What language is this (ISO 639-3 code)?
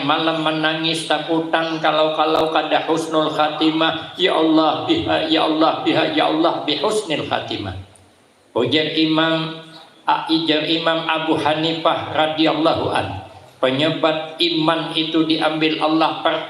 bjn